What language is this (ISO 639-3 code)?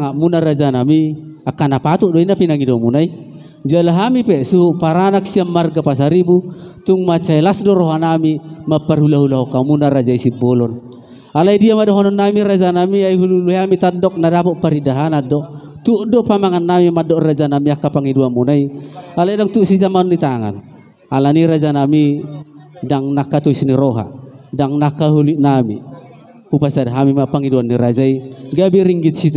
bbc